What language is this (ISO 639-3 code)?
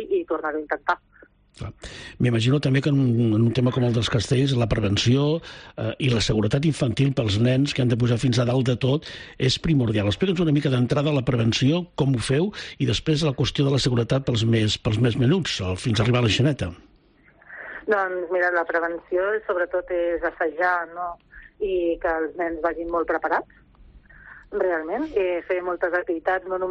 cat